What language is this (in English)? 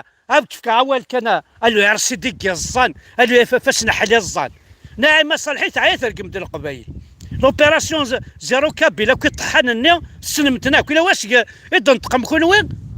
Kabyle